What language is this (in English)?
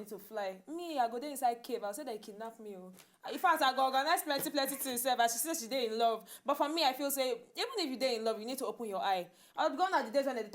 Nigerian Pidgin